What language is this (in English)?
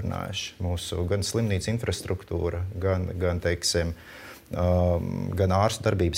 Latvian